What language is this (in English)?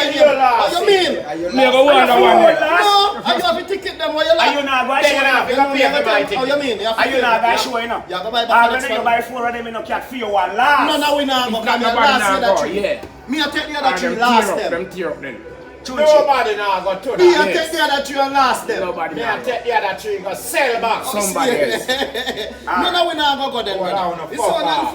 Jamaican Creole English